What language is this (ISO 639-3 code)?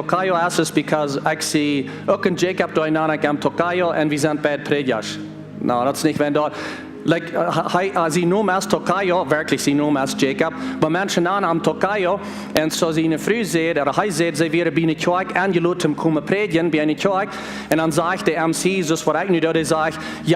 pdt